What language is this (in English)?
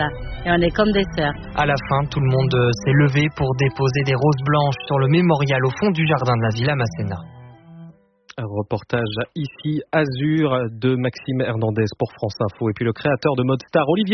French